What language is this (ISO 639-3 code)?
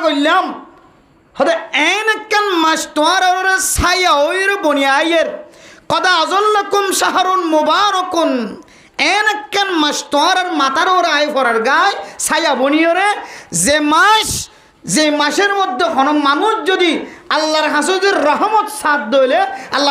rhg